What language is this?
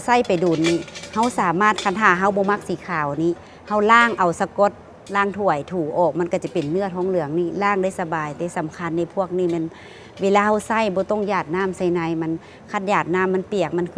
Lao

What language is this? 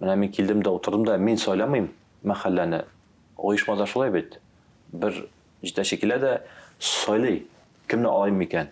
Tatar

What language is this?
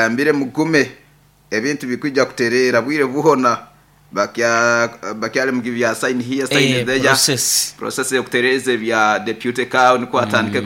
Nyoro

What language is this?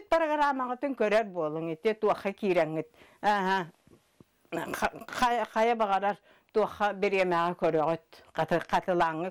Yakut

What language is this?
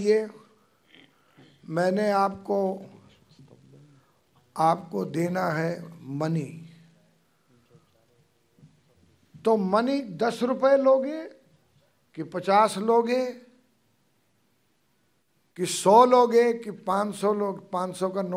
Hindi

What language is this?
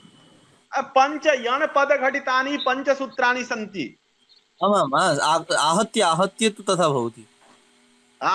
Sanskrit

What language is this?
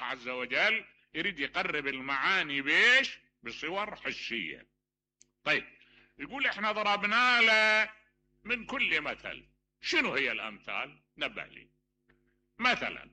Mesopotamian Arabic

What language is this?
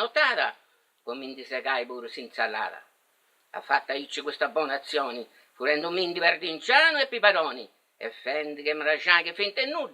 Sardinian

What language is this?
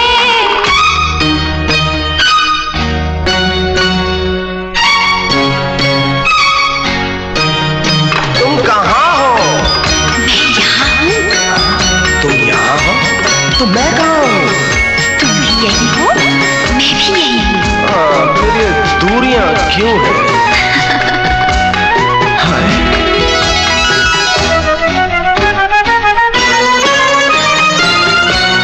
Hindi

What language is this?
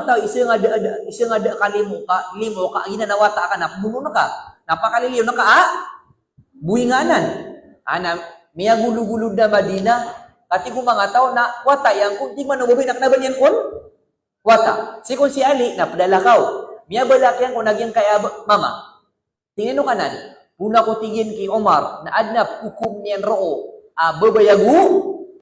Maranao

